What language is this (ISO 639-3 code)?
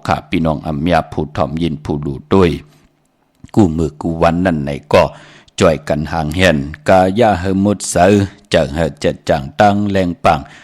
shn